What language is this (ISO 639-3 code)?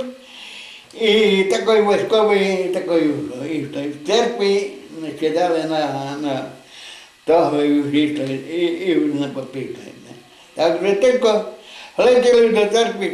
rue